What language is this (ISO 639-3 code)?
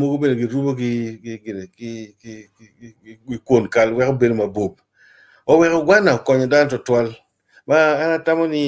ach